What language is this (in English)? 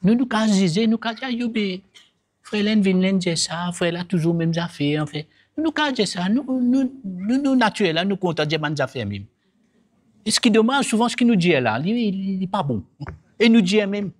Morisyen